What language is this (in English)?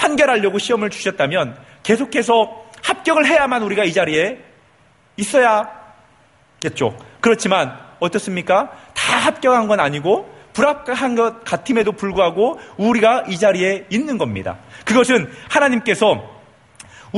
Korean